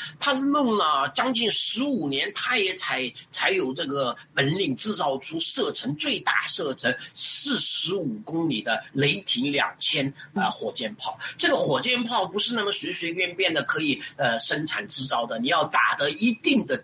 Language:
Chinese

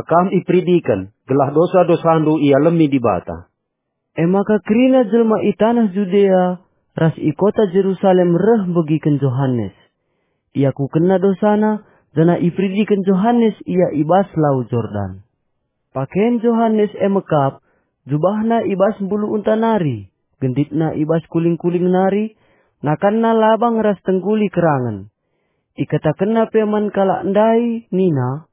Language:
Batak Karo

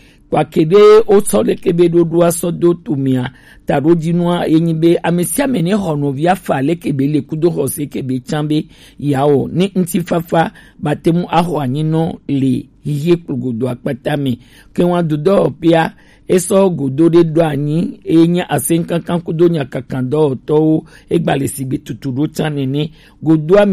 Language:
Gen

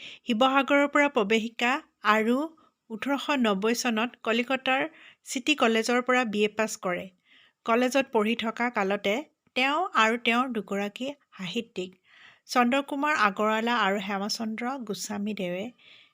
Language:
Assamese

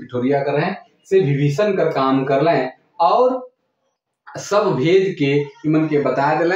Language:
Sadri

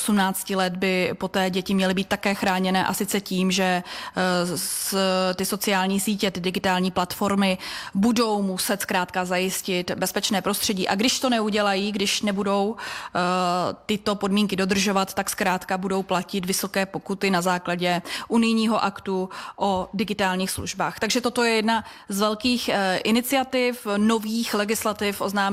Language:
Czech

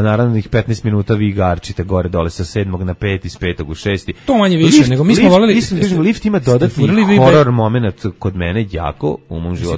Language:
Serbian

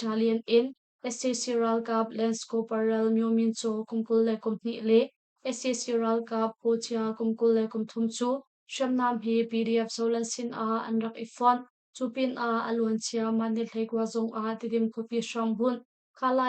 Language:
Hakha Chin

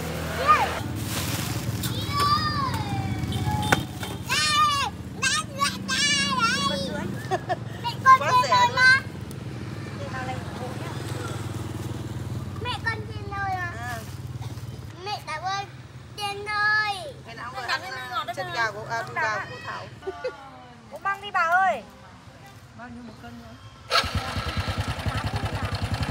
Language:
Vietnamese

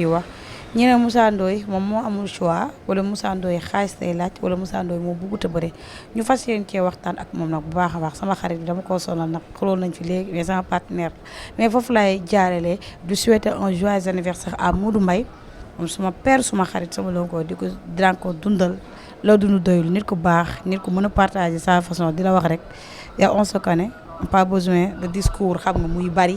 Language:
Wolof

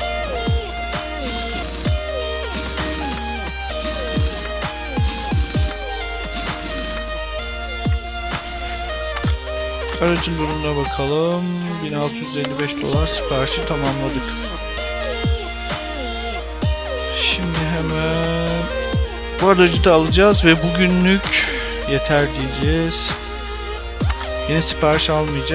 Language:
Turkish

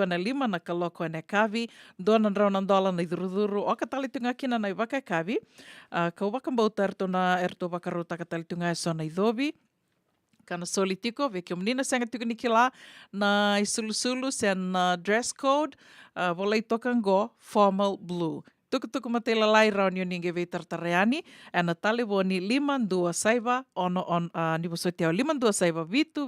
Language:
Fijian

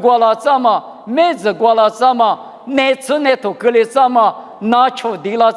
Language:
Lisu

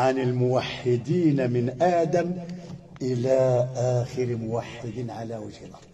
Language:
Moroccan Arabic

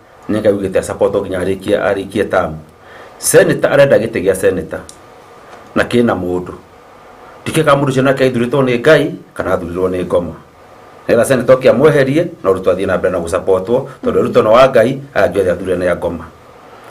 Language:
Kikuyu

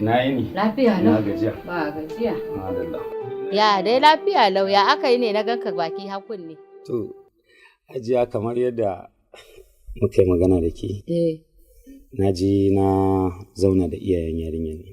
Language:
Hausa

